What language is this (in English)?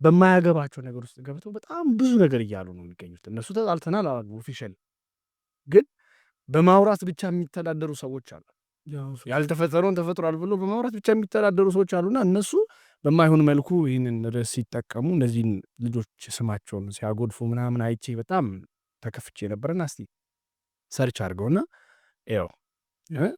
Amharic